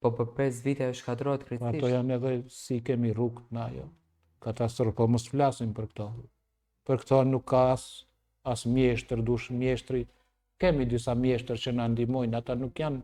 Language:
Albanian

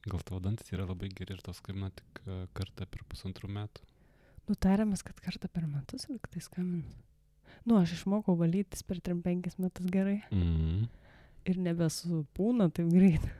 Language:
Lithuanian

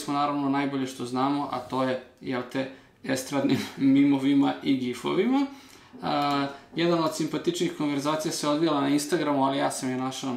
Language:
Serbian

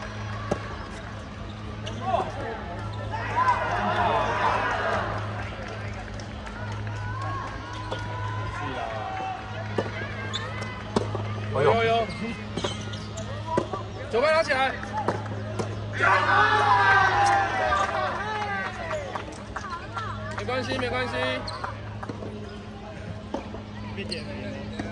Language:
Chinese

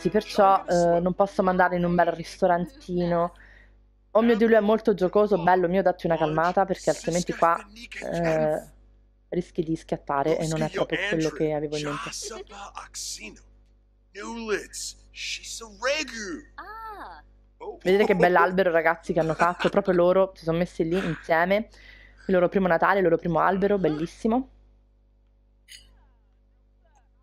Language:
Italian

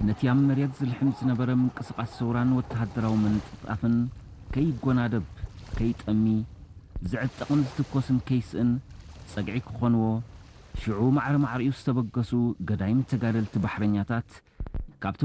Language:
Tigrinya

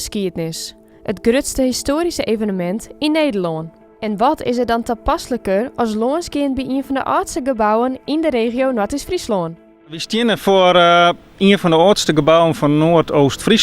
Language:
Western Frisian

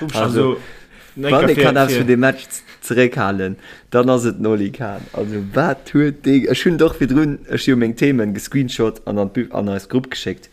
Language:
Luxembourgish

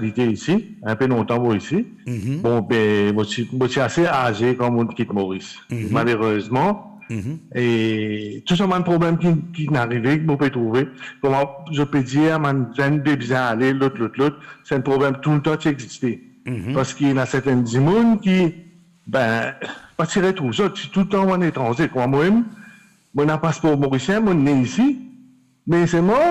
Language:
Morisyen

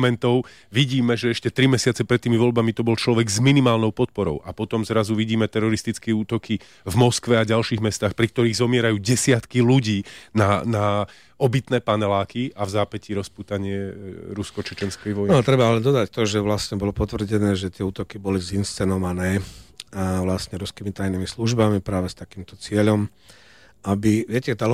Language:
Slovak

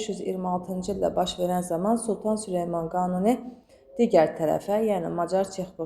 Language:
Azerbaijani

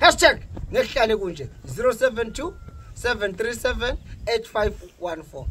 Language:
Zulu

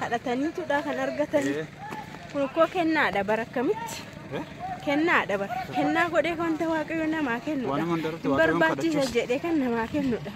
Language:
Oromo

